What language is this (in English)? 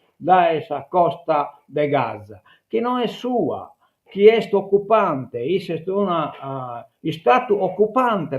Sardinian